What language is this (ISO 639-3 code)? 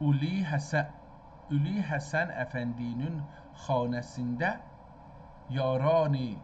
azb